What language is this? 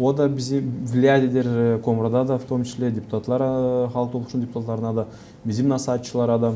Gagauz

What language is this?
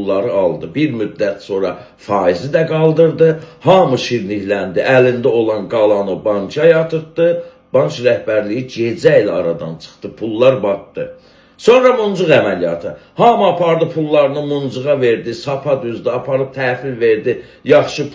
Azerbaijani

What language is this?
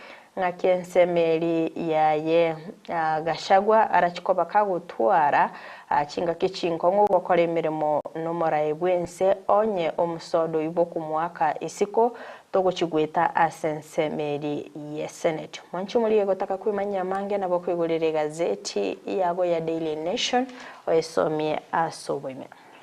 Gusii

